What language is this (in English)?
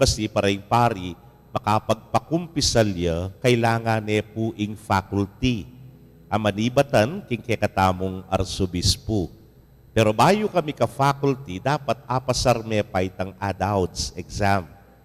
Pampanga